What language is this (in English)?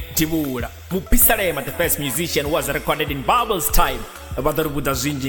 Venda